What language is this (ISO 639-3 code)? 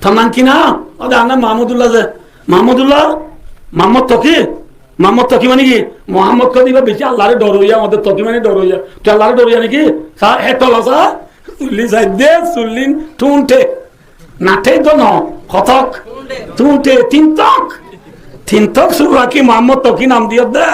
rhg